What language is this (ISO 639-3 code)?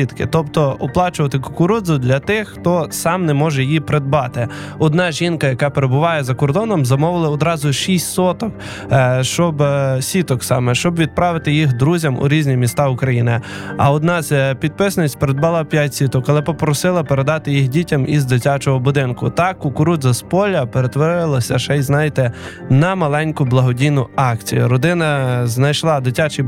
ukr